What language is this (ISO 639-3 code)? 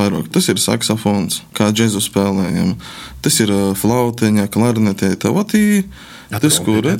lav